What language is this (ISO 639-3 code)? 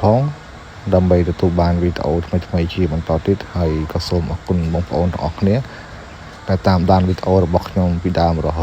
khm